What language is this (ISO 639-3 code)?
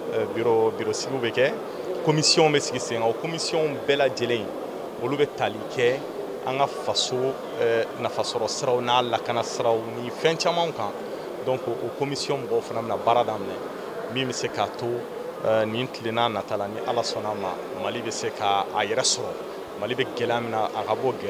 bam